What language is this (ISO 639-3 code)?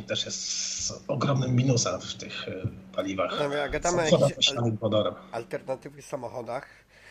pol